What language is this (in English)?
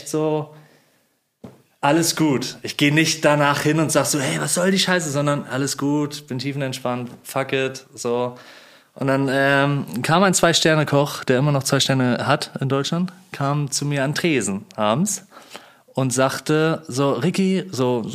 German